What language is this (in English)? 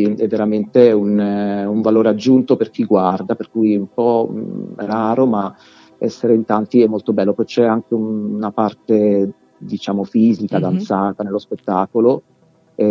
Italian